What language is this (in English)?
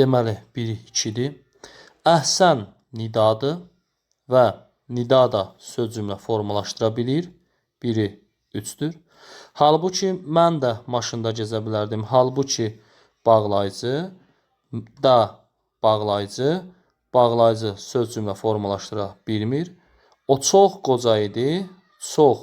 Azerbaijani